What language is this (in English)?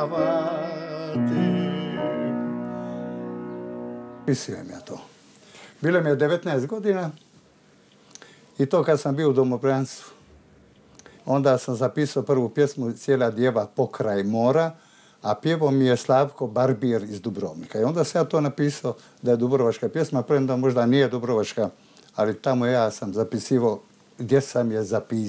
Croatian